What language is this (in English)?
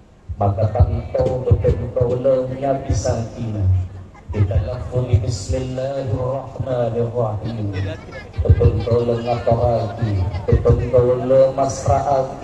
Madurese